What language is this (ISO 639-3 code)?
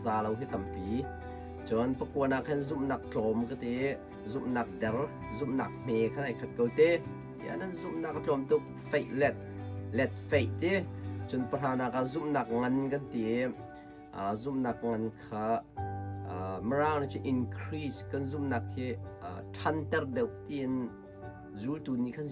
cnh